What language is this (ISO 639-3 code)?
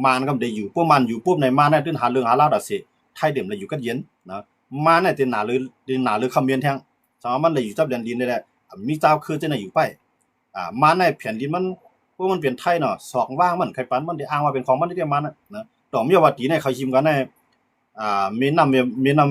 shn